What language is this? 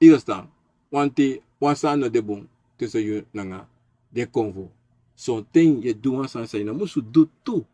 Sranan Tongo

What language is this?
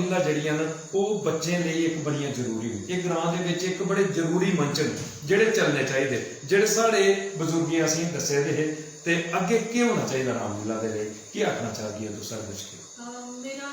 Dogri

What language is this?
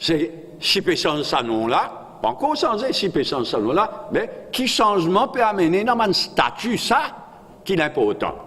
Morisyen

